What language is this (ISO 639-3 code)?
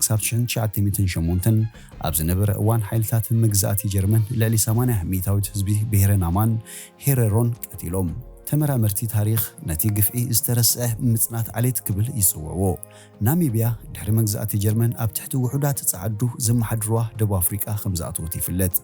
tir